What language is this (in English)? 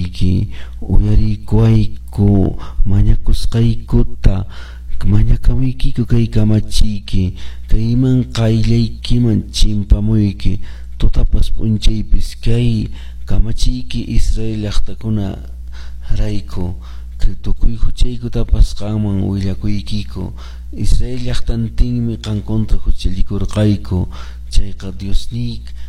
Quechua